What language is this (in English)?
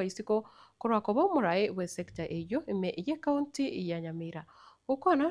Gusii